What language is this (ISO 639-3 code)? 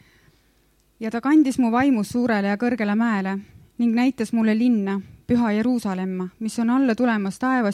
est